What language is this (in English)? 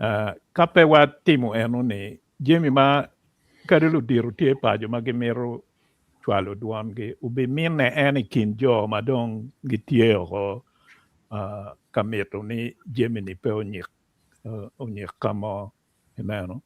Acoli